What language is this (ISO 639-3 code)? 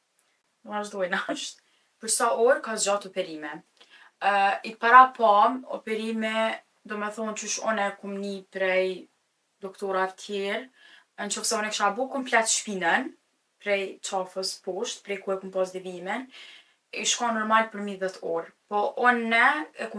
sqi